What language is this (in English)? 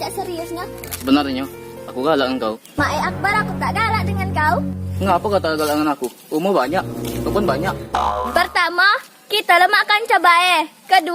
Musi